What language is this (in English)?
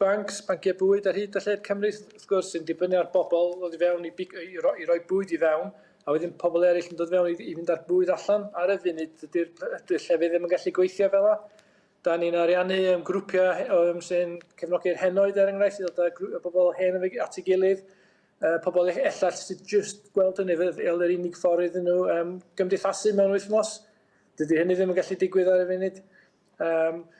Welsh